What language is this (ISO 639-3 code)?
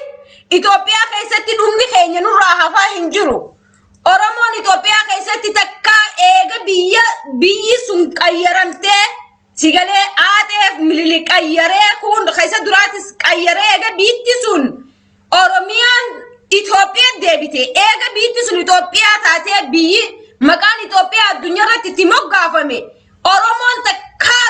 orm